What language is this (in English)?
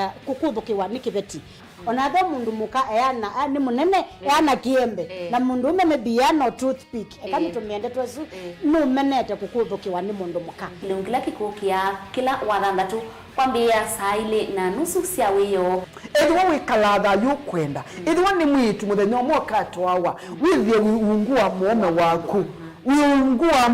Kamba